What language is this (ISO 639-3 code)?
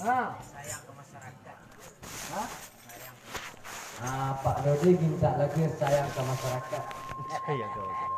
min